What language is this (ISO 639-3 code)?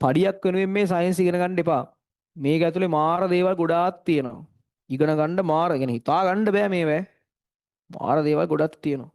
sin